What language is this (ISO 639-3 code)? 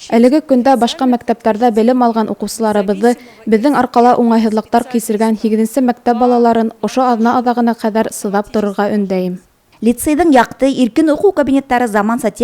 bak